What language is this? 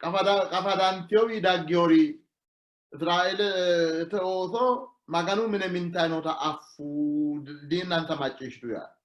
Sidamo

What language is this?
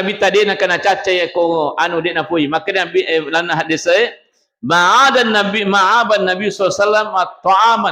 Buginese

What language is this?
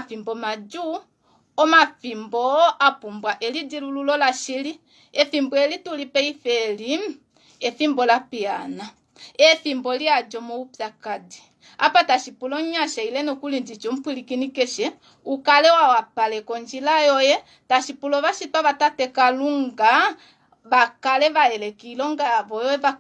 Kuanyama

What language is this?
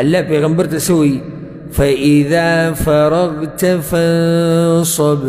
Pashto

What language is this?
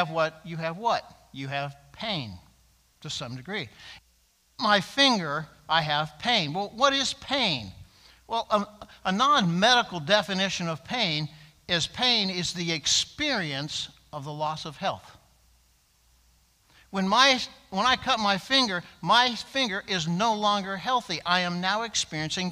English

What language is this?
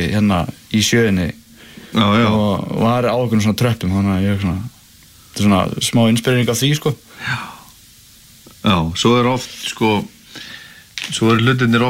Icelandic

